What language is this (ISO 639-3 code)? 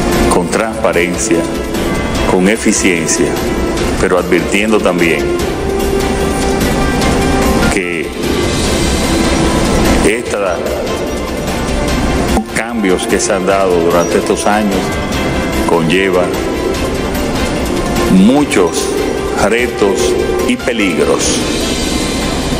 spa